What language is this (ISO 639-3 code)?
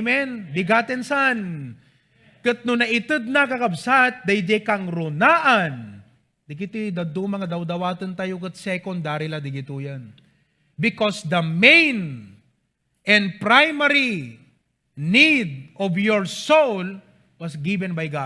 ilo